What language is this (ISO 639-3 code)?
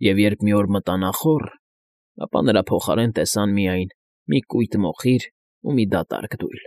hye